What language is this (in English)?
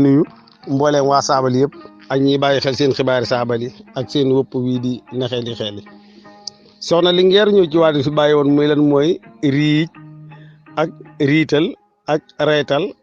Wolof